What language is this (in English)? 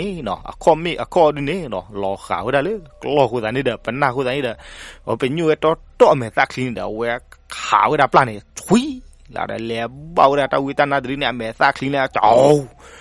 S'gaw Karen